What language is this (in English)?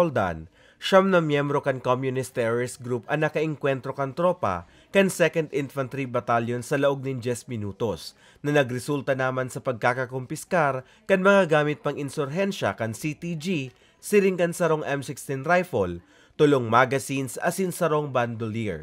Bikol